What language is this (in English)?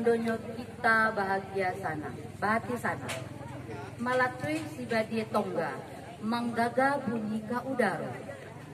Minangkabau